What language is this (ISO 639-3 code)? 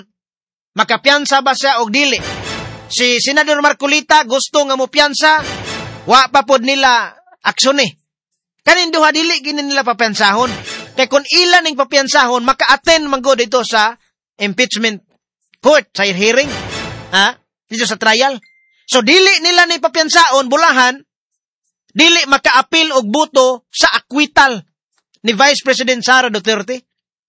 ceb